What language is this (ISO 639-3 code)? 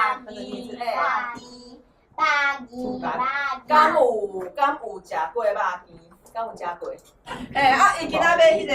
nan